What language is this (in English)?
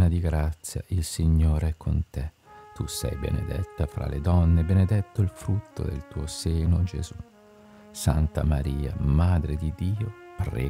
Italian